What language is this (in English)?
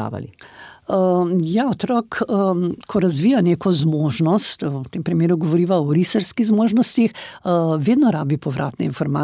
Slovenian